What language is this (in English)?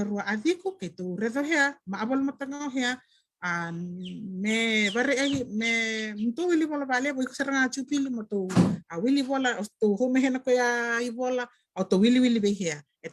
Fijian